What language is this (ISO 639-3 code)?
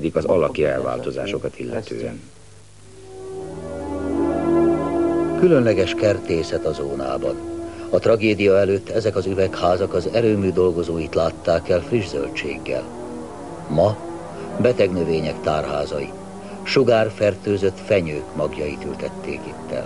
hun